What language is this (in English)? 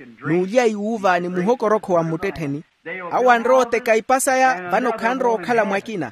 Makhuwa